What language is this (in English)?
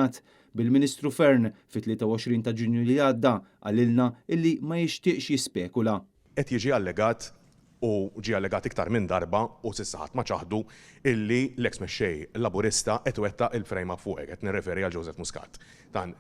Maltese